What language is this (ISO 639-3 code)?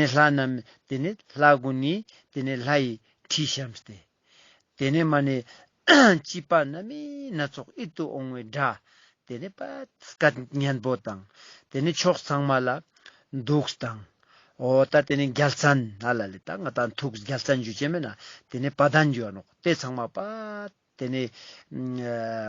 lbj